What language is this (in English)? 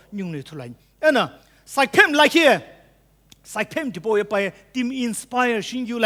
Sumi Naga